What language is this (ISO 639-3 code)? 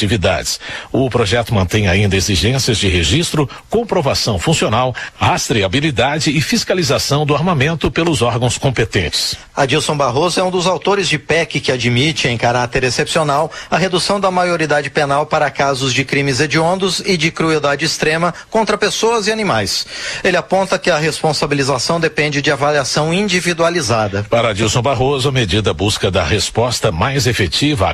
por